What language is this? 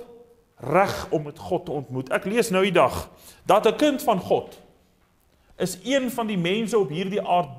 Afrikaans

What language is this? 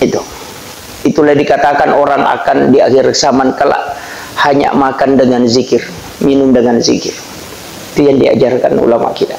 Buginese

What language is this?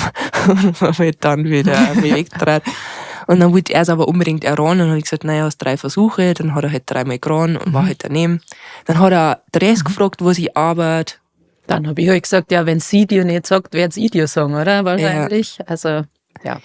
Bavarian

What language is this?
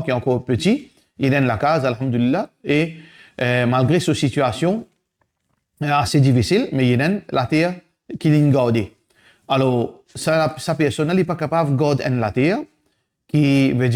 Morisyen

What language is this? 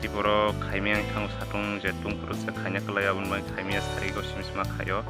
Kok Borok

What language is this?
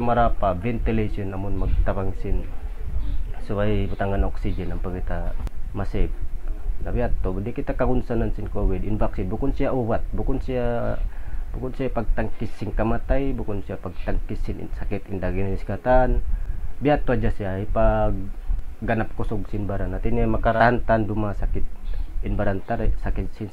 Tausug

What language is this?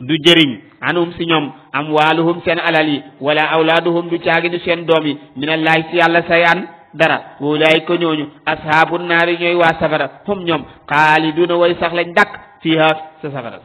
Wolof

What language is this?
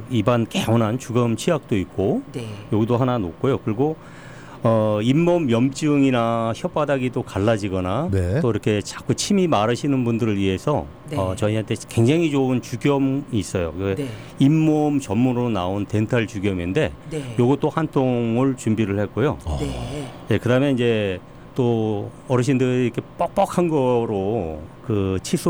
Korean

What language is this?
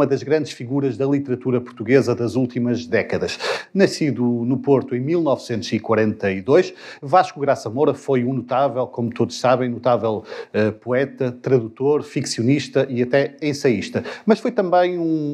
Portuguese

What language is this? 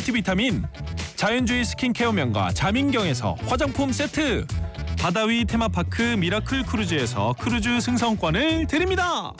Korean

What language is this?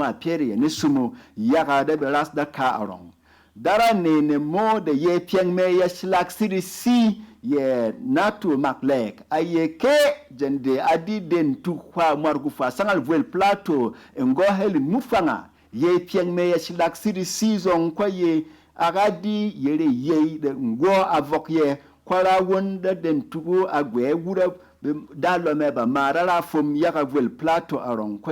Berom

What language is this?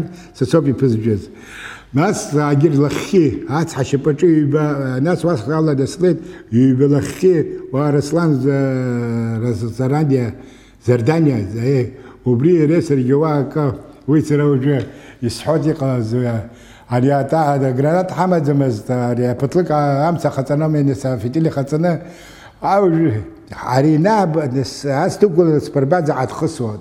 Abkhazian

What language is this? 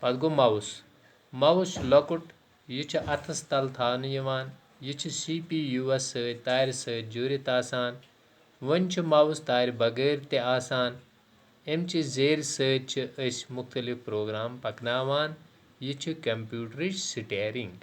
Kashmiri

